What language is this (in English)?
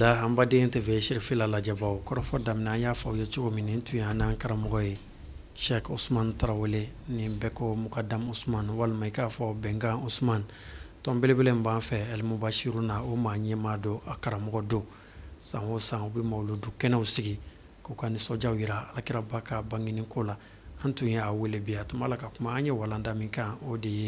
Bambara